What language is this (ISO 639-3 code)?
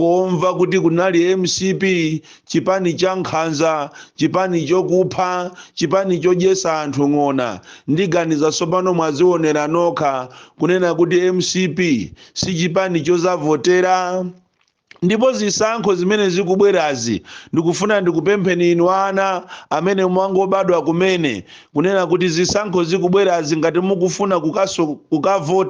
nya